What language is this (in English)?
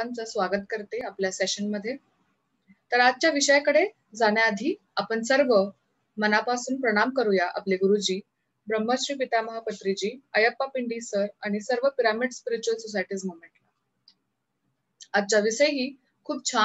Marathi